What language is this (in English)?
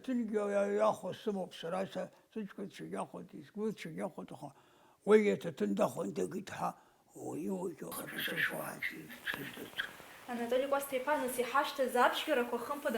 Abkhazian